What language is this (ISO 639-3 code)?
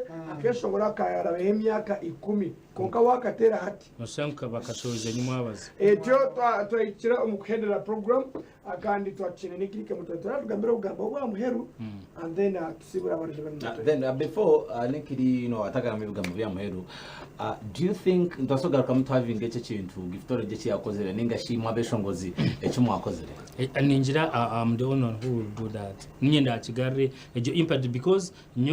nyn